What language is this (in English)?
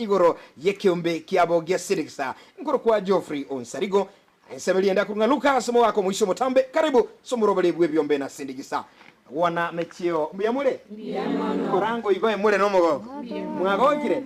Gusii